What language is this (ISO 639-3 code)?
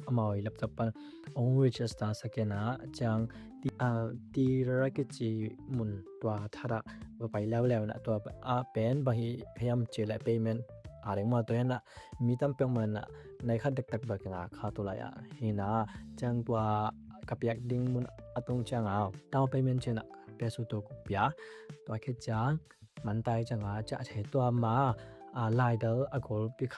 ctd